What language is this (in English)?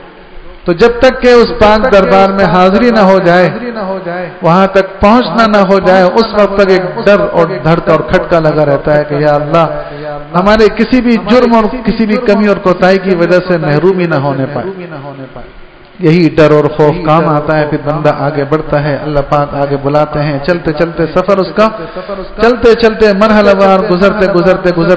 Urdu